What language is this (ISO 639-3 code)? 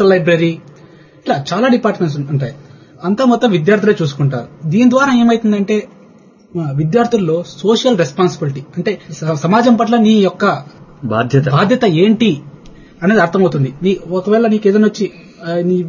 tel